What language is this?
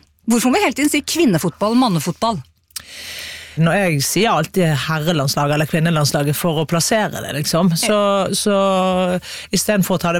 Norwegian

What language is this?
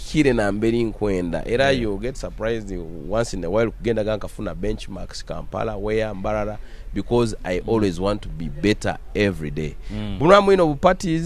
Nyoro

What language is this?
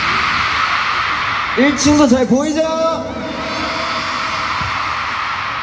Korean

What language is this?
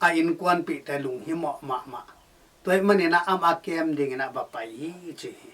Tedim Chin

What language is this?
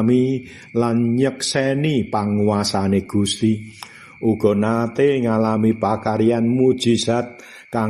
Javanese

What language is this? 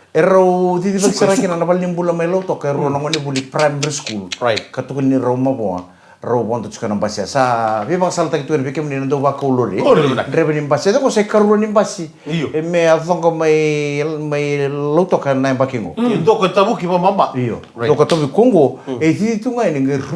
Fijian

